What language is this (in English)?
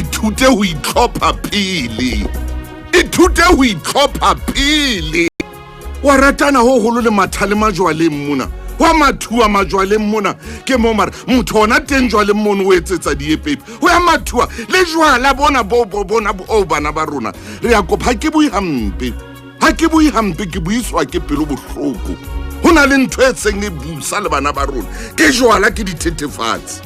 Southern Sotho